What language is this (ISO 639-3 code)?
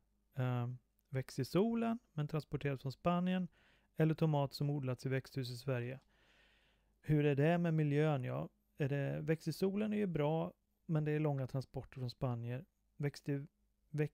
swe